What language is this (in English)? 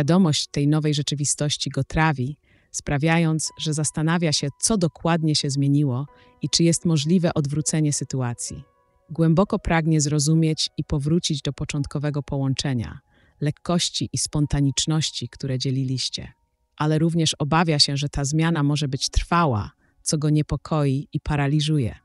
Polish